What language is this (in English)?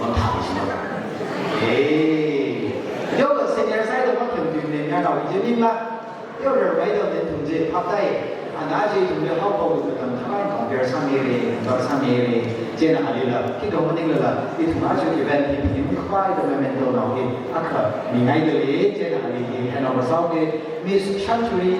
Tangkhul Naga (India)